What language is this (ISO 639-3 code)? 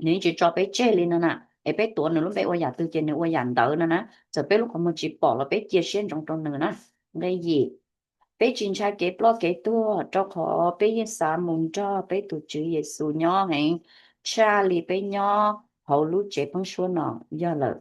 hmn